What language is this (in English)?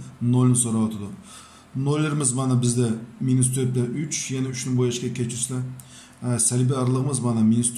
Uyghur